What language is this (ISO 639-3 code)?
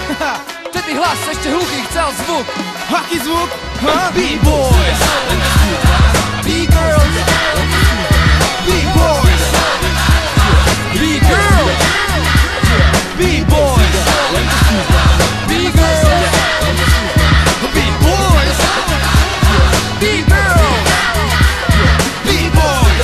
slk